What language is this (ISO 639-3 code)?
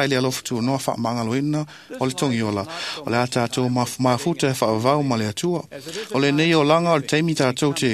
smo